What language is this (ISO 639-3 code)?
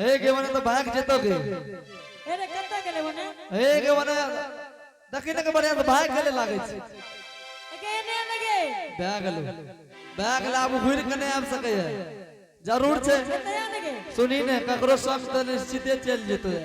anp